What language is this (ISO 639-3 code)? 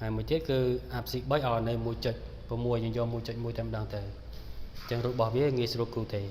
khm